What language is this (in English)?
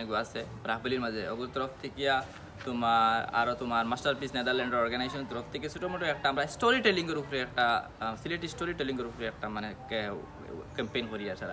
Sylheti